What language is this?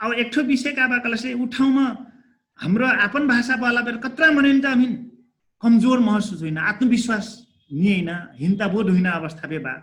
Dangaura Tharu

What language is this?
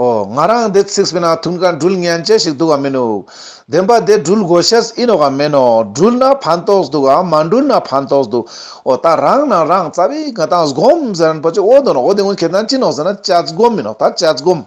Ladakhi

